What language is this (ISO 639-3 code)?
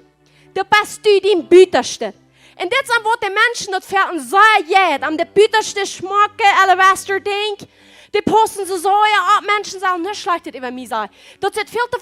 pdt